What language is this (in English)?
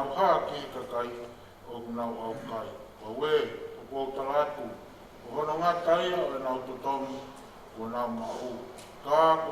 Tongan